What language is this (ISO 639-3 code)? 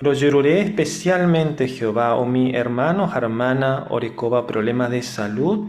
grn